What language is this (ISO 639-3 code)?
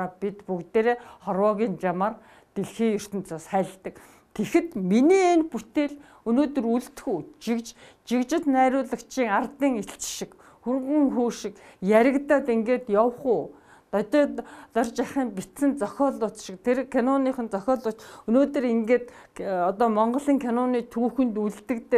mon